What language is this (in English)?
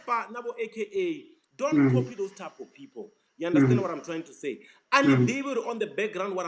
Venda